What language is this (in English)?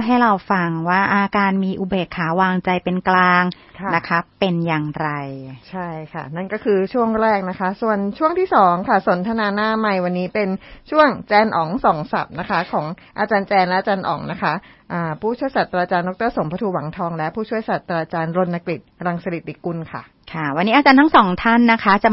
Thai